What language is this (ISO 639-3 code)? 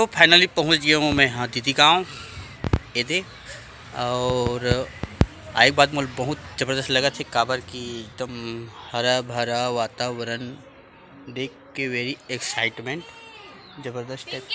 hne